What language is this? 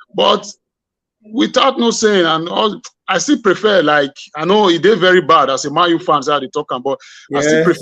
Nigerian Pidgin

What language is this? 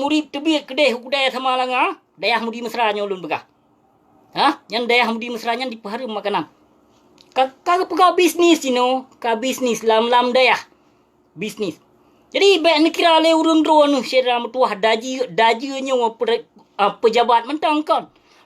Achinese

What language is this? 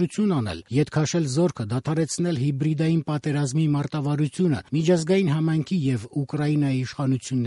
Armenian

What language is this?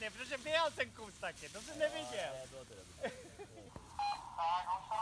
Czech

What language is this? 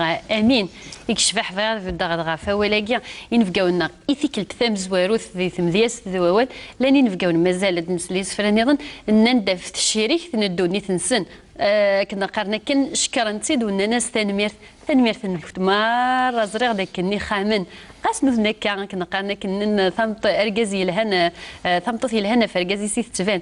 Kabyle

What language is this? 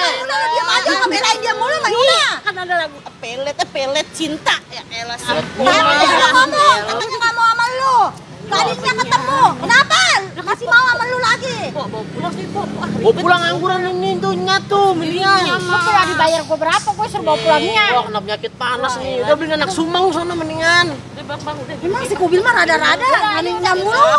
Betawi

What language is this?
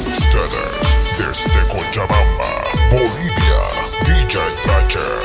Xavánte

